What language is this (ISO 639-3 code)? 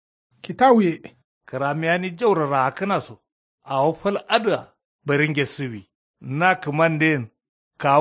kau